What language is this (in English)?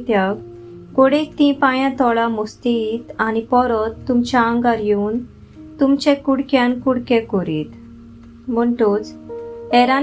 Konkani